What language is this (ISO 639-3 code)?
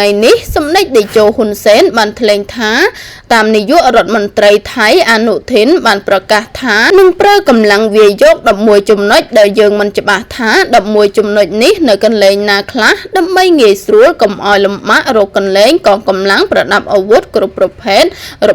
khm